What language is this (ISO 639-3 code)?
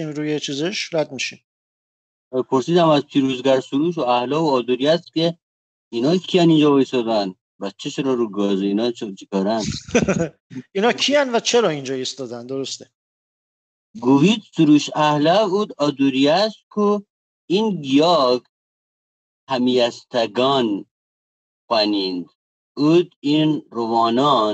fas